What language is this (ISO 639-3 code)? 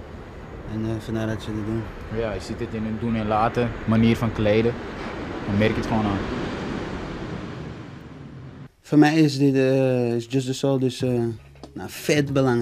nld